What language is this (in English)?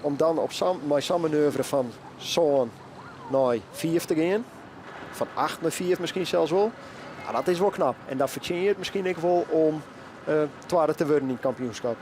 Western Frisian